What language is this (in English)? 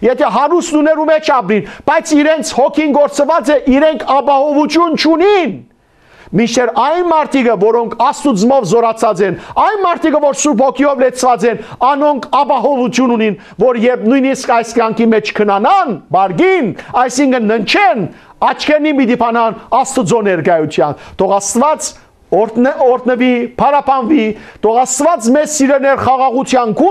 Western Armenian